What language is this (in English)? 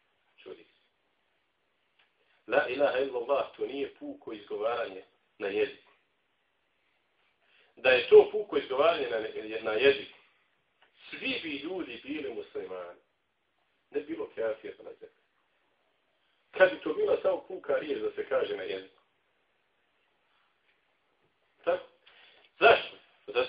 Bosnian